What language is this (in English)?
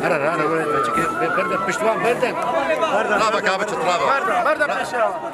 Kurdish